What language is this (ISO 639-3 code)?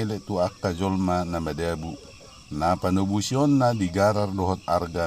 bbc